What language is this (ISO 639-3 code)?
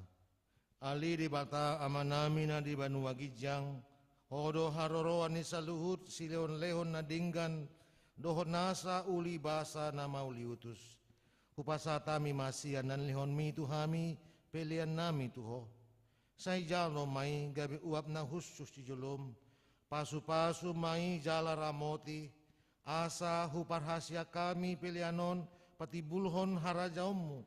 bbc